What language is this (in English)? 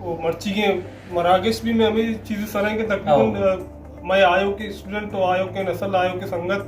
Baluchi